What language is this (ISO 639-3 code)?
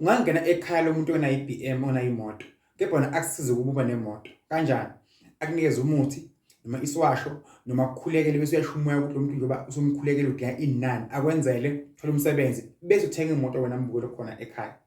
zul